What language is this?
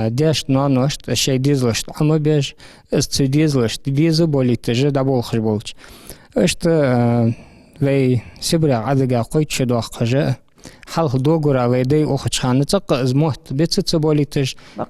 Ingush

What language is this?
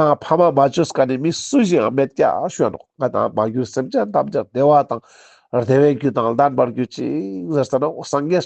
Ladakhi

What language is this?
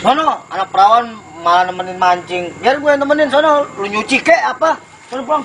Betawi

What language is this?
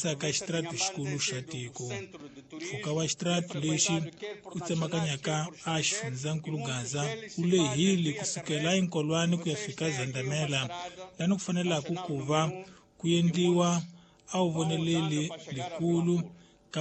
Tsonga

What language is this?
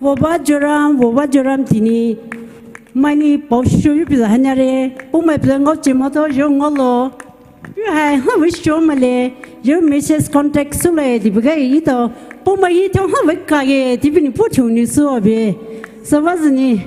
Poumei Naga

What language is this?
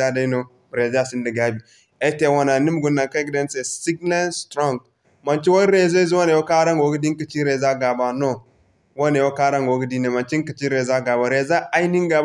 Zarma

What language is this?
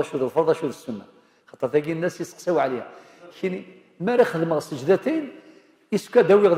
Kabyle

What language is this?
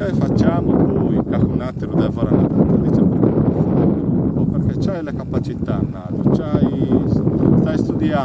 Sardinian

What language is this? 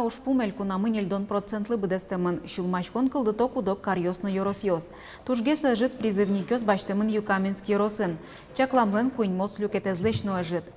Udmurt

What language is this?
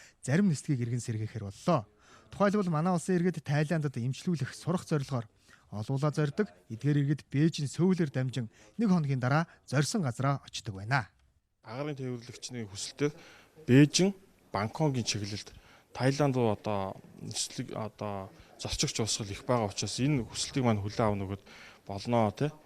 Mongolian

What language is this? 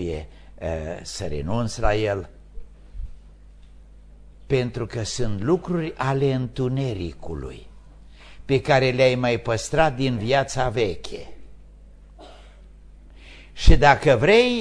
Romanian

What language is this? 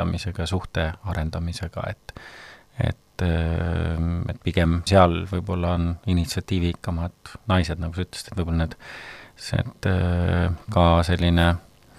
Estonian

